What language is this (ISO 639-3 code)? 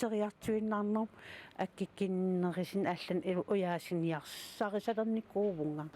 kal